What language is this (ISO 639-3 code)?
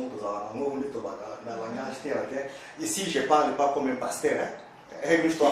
lin